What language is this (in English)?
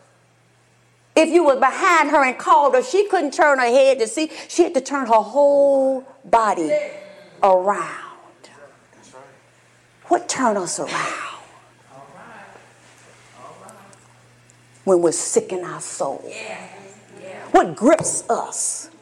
English